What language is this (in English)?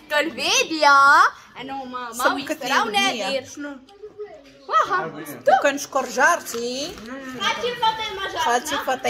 Moroccan Arabic